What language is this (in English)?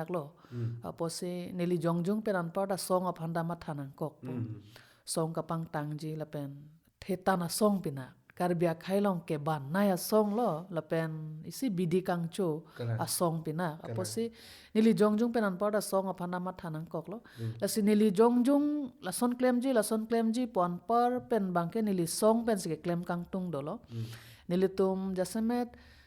Karbi